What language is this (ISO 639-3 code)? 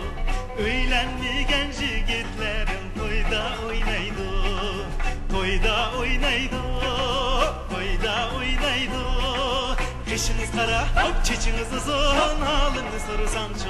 uig